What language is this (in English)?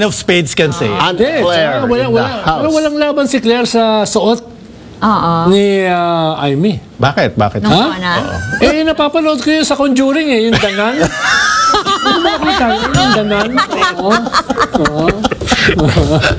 Filipino